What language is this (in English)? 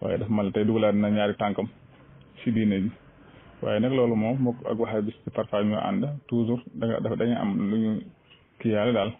Wolof